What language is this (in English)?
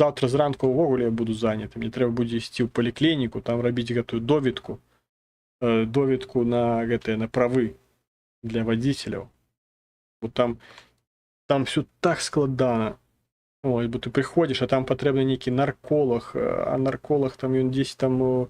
Belarusian